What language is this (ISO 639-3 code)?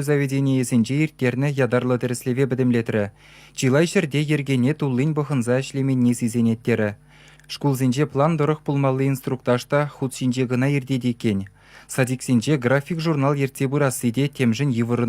chv